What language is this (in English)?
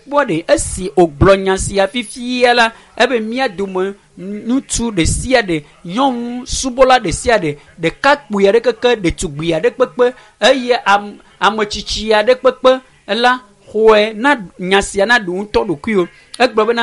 Ewe